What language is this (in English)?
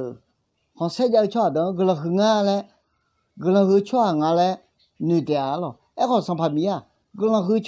Akha